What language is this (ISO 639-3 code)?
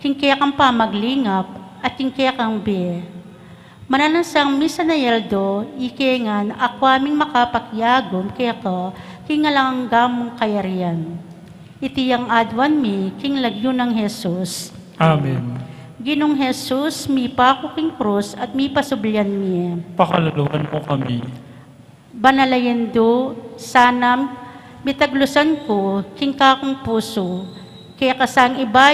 pam